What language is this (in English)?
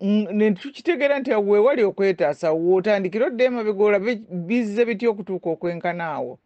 Ganda